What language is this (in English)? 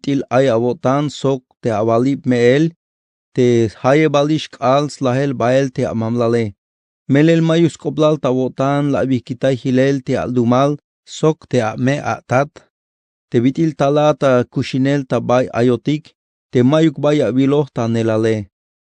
Tzeltal